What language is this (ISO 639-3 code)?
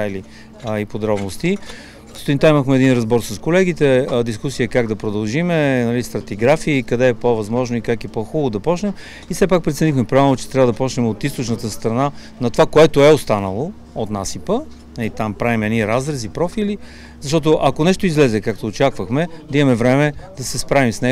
bul